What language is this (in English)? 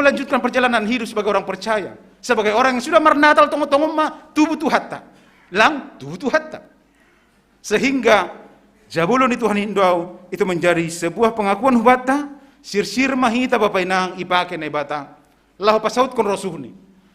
Batak Simalungun